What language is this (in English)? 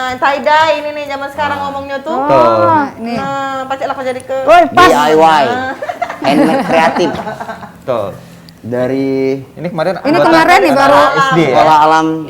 Musi